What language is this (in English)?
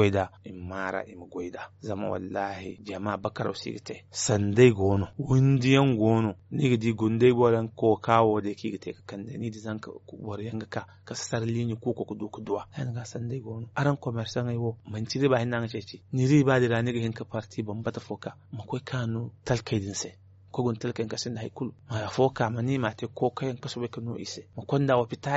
Zarma